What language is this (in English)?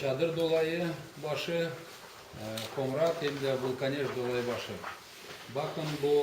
Gagauz